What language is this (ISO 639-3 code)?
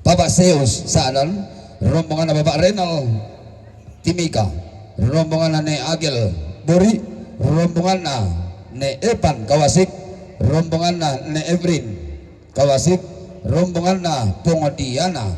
sda